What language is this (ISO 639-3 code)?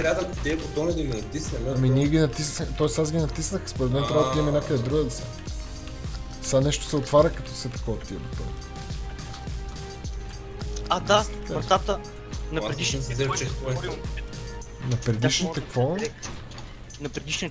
bul